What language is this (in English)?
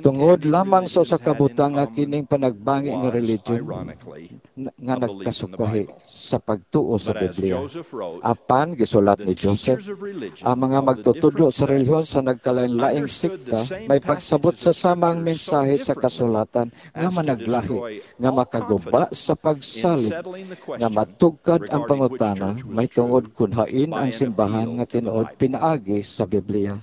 Cebuano